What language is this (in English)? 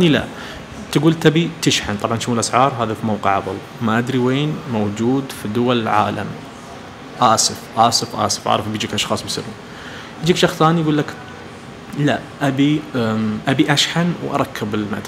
Najdi Arabic